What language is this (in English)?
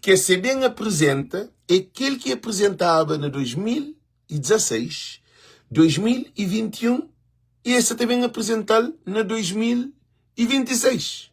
Kabuverdianu